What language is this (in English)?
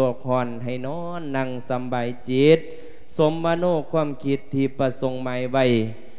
Lao